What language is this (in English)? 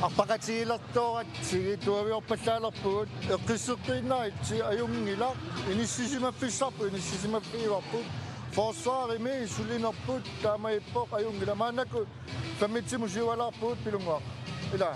Kalaallisut